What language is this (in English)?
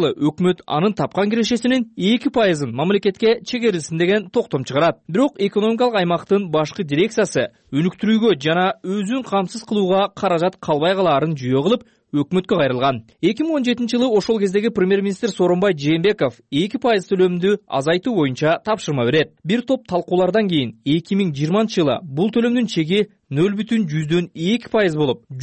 Kyrgyz